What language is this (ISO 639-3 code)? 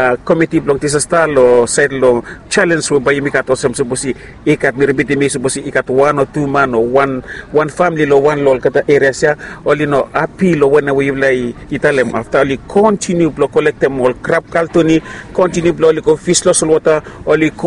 bis